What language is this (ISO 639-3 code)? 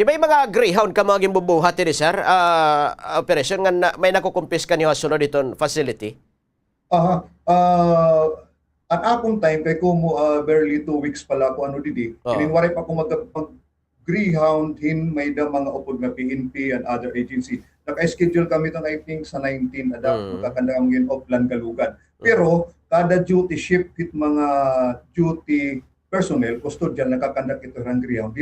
war